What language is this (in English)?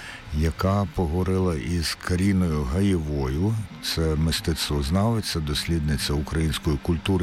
Ukrainian